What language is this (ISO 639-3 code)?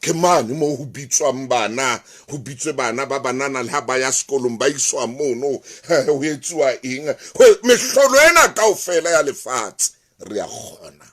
sot